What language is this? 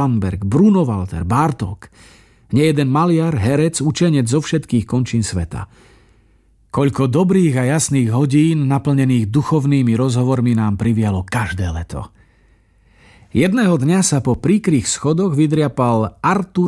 Slovak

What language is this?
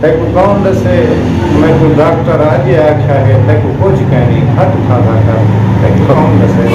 Saraiki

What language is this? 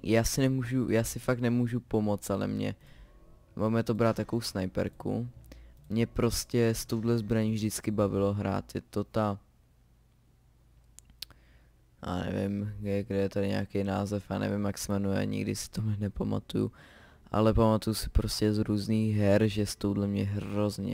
Czech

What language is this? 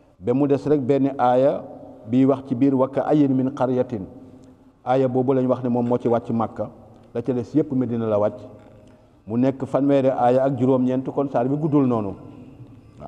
Wolof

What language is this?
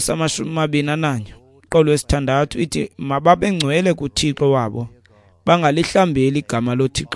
Xhosa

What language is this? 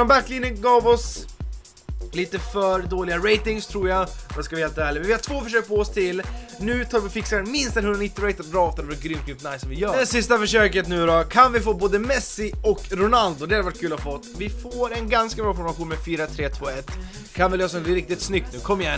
Swedish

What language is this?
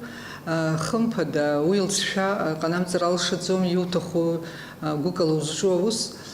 Abkhazian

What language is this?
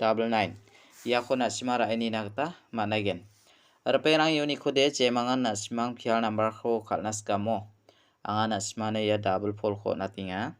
Garo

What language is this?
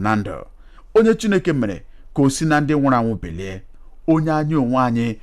Igbo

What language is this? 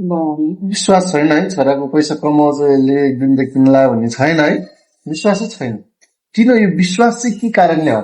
Nepali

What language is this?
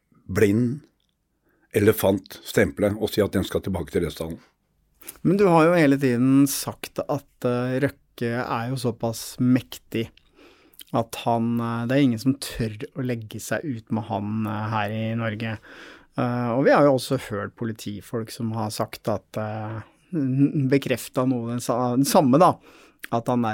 Norwegian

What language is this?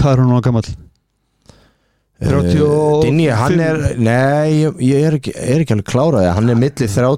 Icelandic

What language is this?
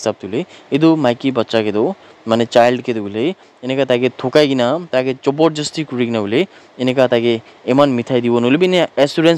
Naga Pidgin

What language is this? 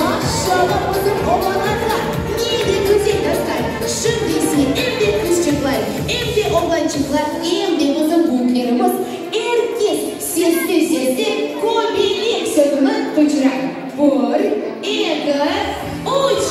Crimean Tatar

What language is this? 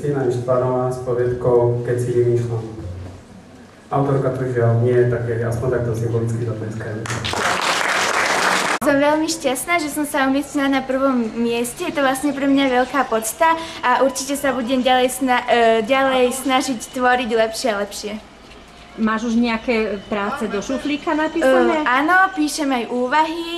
Slovak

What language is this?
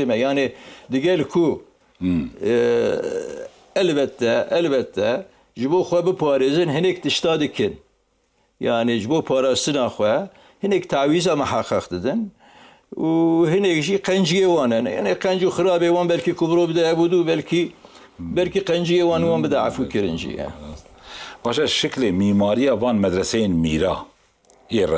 Kurdish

